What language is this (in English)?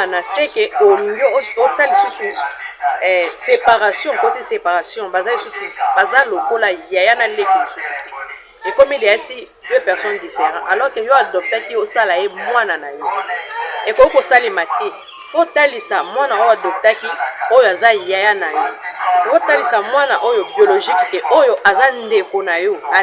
Lingala